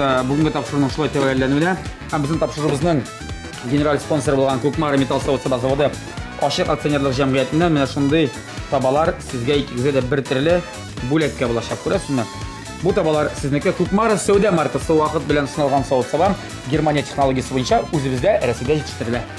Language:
Tatar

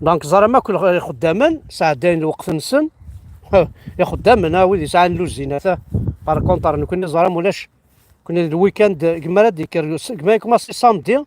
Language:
Kabyle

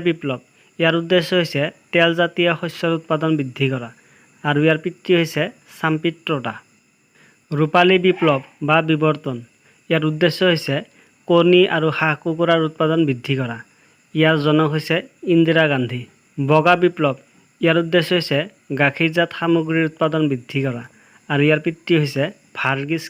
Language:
Assamese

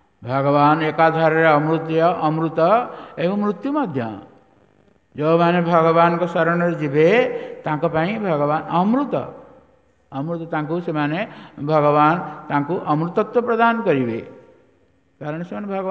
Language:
Odia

